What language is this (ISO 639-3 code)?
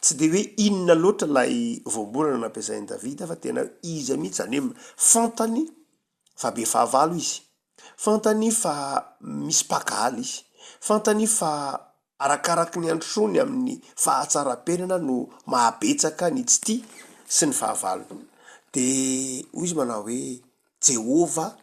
mlg